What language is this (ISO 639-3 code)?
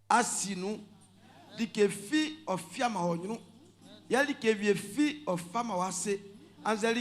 bci